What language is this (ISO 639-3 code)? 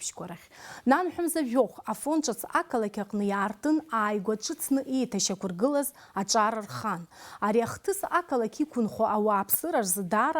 abk